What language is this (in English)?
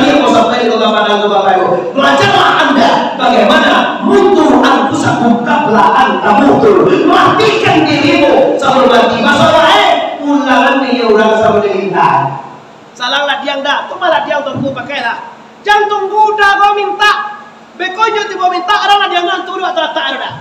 Minangkabau